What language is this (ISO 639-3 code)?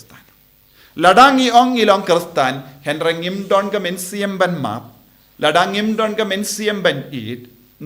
kha